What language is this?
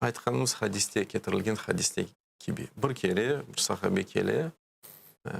Crimean Tatar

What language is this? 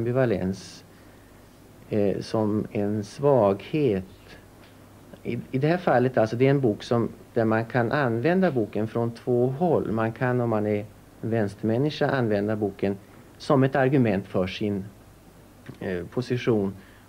Swedish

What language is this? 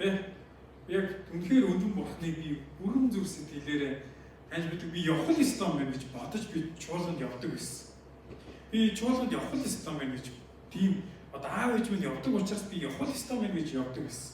Mongolian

